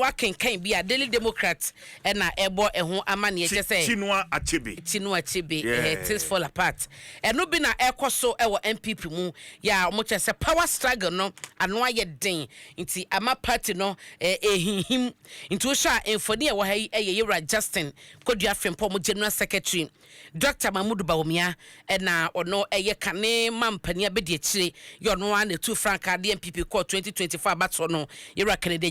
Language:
Akan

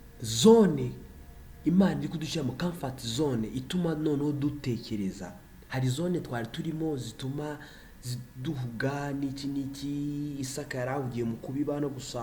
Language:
Kinyarwanda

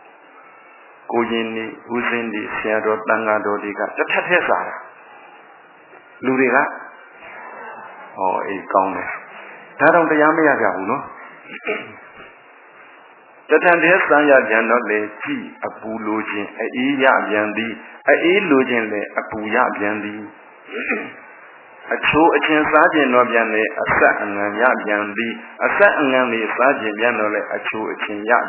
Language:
Burmese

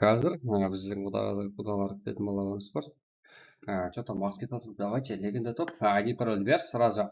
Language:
Kara-Kalpak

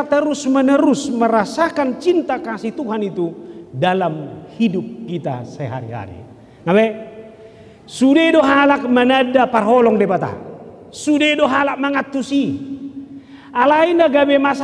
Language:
Batak Toba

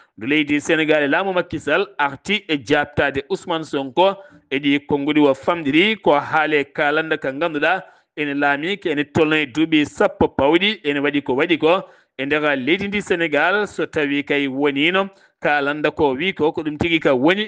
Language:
Fula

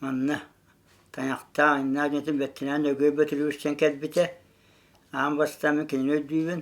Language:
Yakut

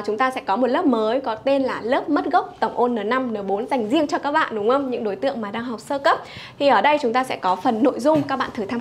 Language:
Vietnamese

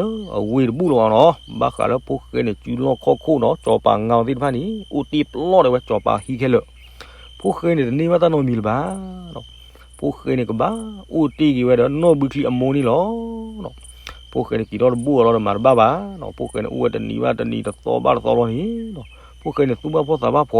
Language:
S'gaw Karen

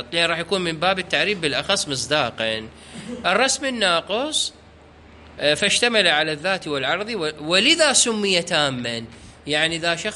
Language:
Mesopotamian Arabic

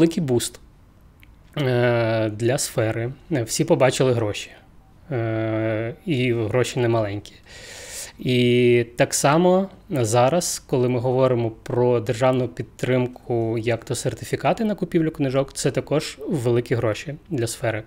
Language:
Ukrainian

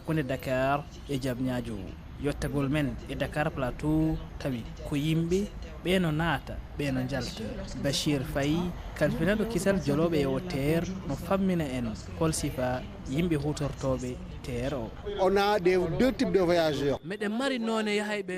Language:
Fula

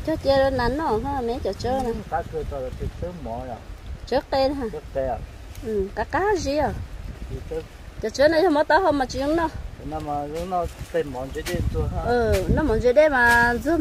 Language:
Vietnamese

